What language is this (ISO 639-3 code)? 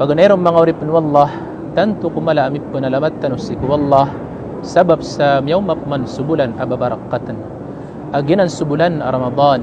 mrw